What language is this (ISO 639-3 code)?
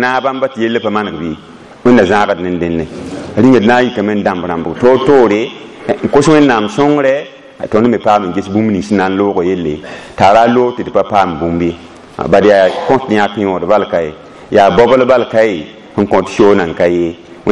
mos